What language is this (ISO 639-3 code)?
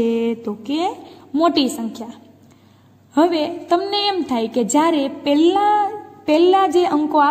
guj